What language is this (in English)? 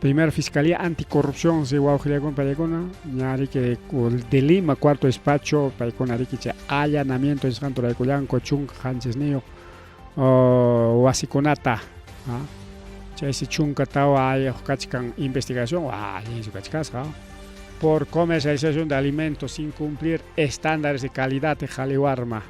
Ayacucho Quechua